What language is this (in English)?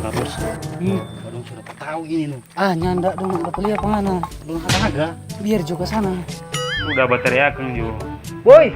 Manado Malay